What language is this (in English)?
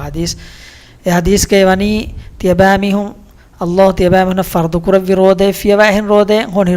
Divehi